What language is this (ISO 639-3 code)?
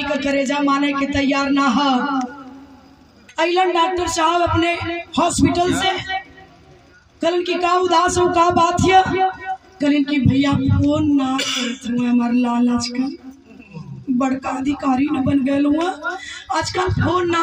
bho